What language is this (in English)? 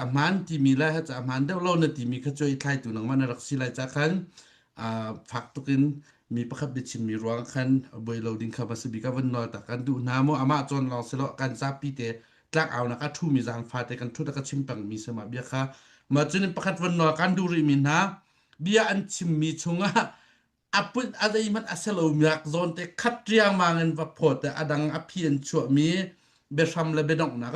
Hakha Chin